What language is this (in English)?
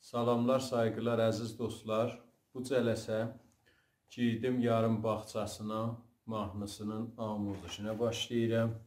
South Azerbaijani